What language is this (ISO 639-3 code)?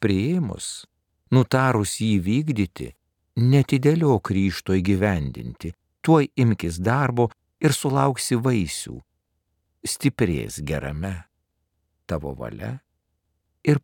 lit